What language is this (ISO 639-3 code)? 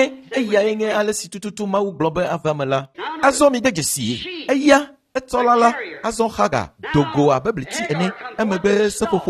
ewe